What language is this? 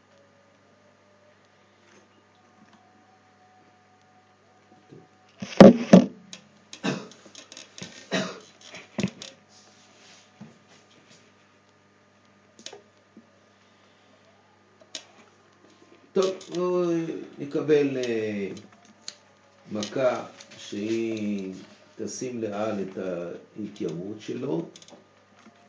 Hebrew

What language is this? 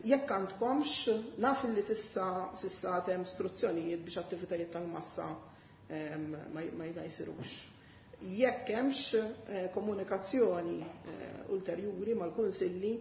Maltese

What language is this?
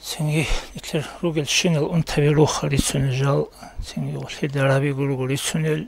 Avaric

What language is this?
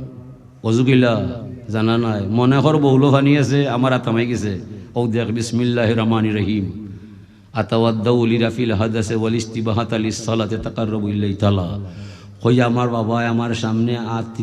Sylheti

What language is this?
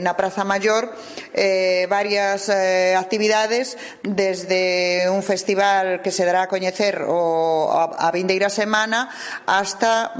Galician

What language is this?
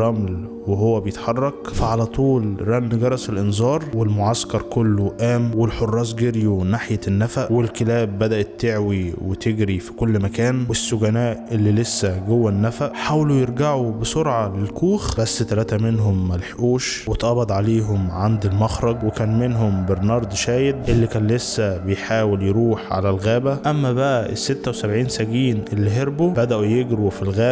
Egyptian Arabic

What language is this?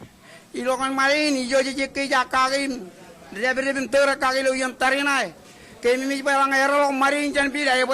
Marshallese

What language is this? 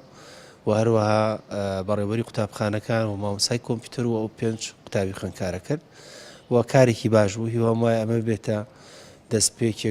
Central Kurdish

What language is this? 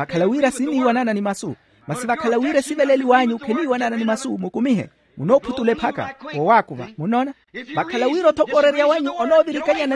Makhuwa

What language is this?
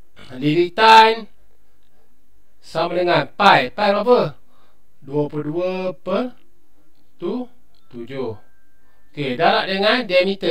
Malay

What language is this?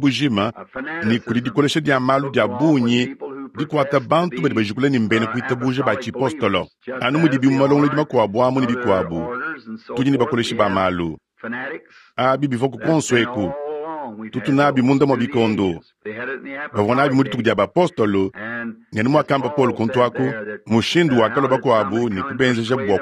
Luba-Lulua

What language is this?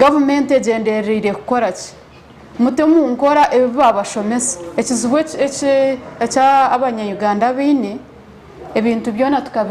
Nyankole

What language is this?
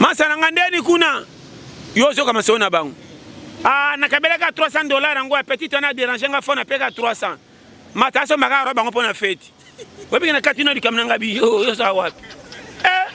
Lingala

